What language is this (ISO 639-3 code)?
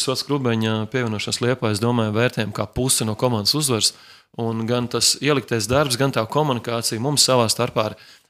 lav